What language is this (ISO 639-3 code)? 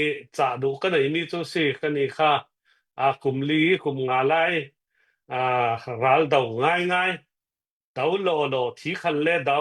cnh